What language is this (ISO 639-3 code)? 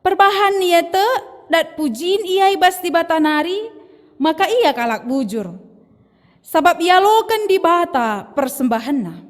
btx